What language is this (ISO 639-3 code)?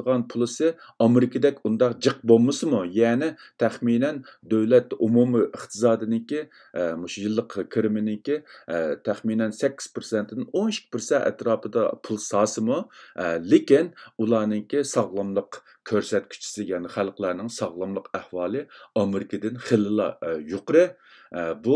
uig